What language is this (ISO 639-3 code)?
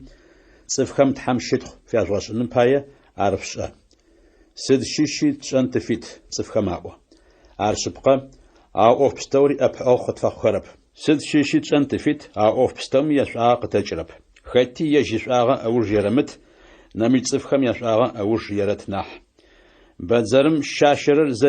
ady